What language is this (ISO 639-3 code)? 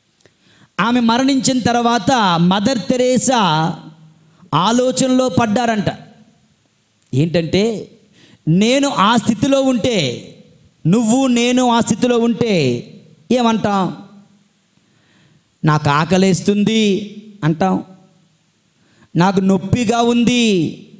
tel